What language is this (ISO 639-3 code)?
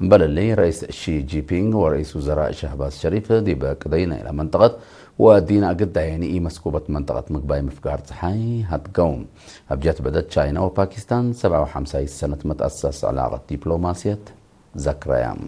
tig